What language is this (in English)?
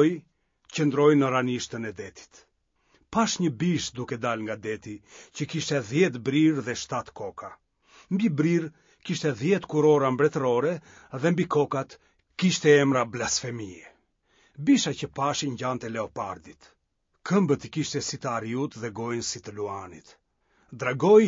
Albanian